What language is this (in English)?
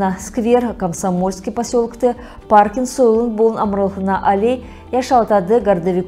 Kalmyk